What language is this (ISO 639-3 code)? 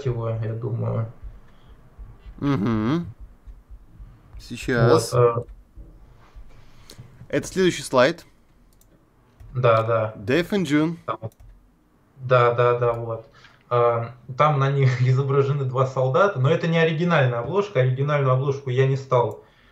rus